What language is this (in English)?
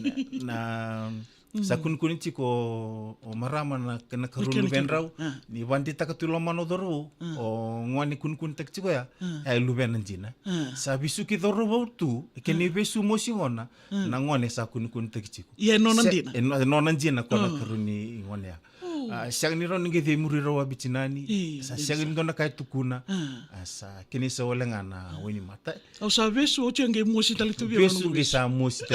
Fijian